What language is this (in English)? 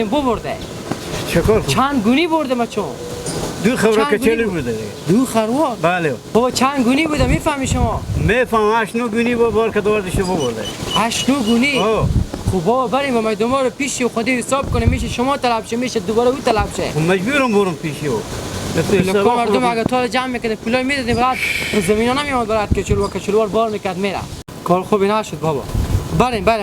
Hazaragi